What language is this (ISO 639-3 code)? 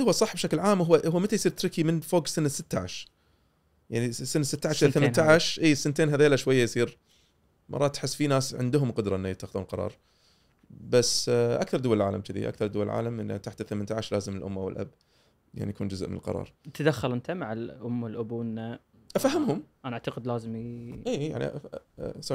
afb